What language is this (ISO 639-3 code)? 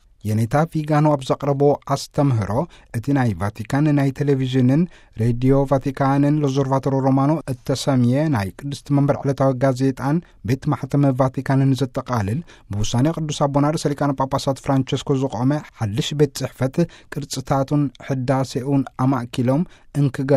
tir